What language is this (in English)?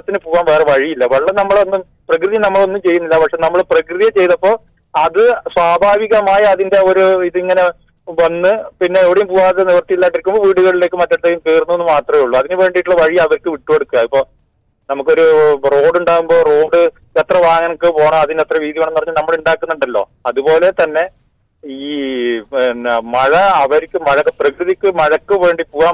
Malayalam